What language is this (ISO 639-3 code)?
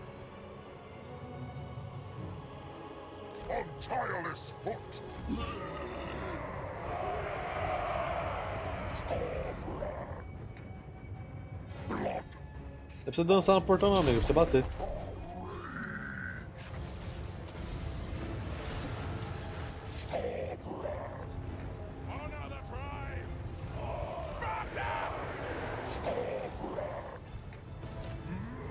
por